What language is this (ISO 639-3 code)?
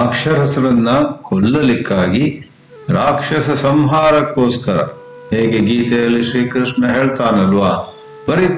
kan